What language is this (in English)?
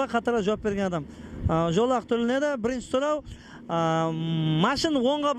Kara-Kalpak